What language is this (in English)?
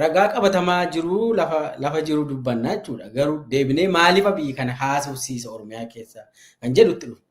Oromo